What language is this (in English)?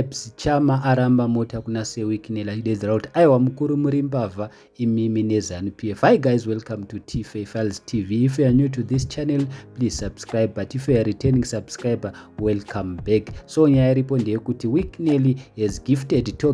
Shona